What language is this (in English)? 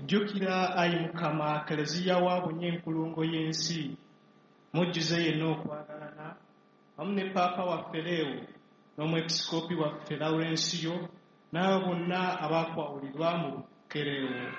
Ganda